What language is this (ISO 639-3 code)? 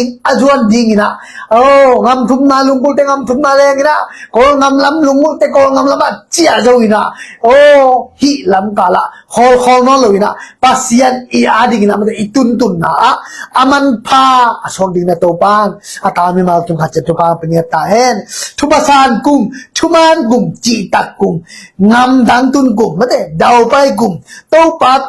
ctd